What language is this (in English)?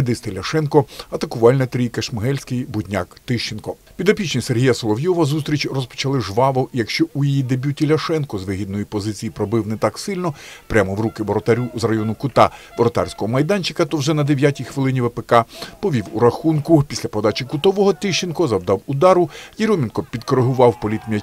Ukrainian